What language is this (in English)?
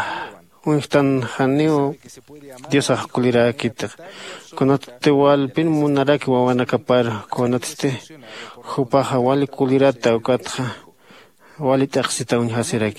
Aymara